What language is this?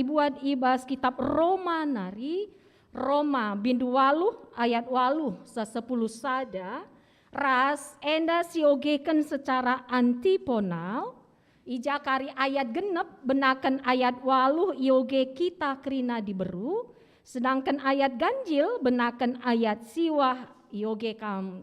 Batak Karo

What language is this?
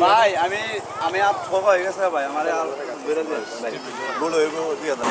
Sylheti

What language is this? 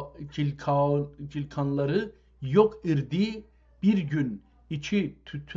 South Azerbaijani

